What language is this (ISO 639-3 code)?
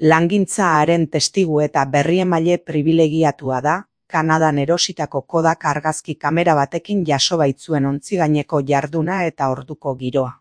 eus